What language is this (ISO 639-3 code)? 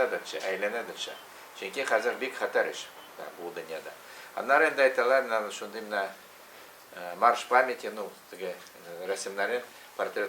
tat